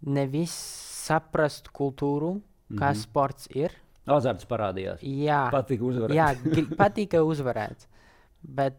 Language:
Latvian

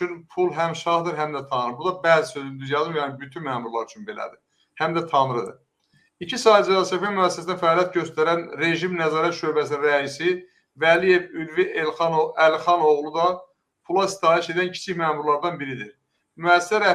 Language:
Azerbaijani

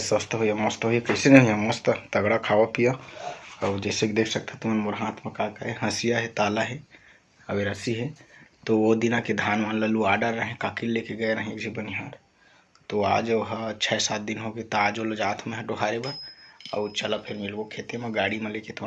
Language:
Chhattisgarhi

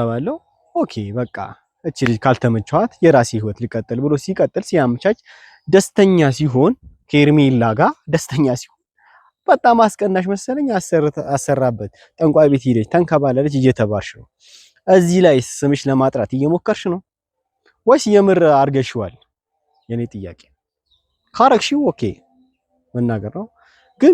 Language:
Amharic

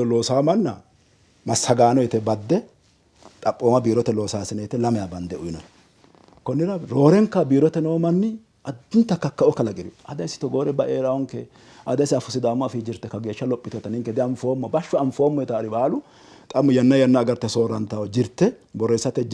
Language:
Sidamo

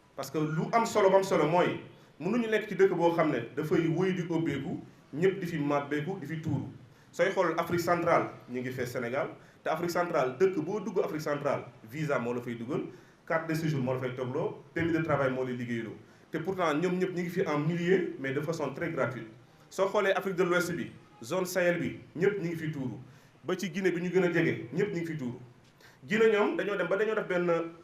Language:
Wolof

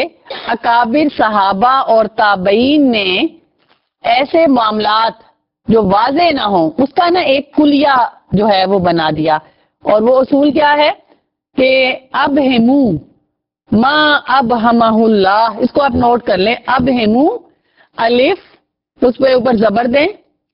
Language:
Urdu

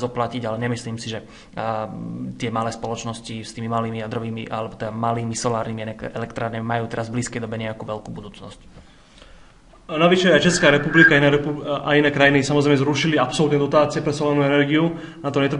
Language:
Slovak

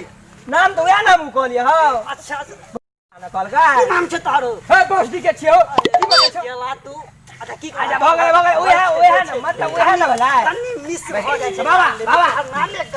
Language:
Maithili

